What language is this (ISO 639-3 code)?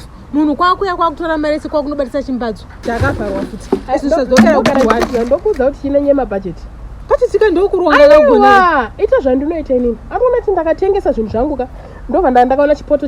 sna